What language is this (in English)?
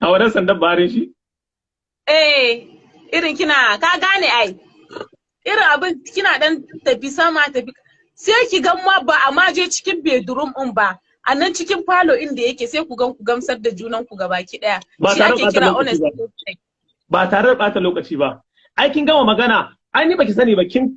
Hausa